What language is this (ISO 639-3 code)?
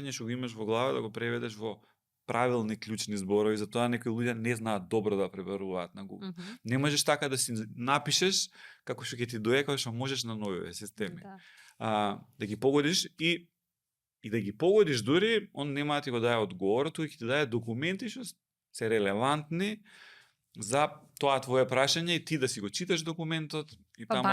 mkd